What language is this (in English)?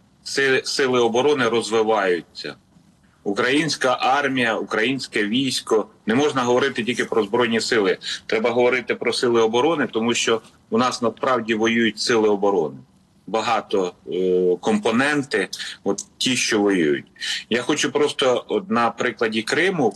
Ukrainian